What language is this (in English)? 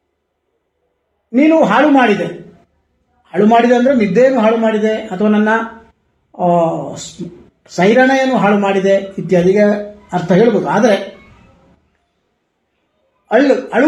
Kannada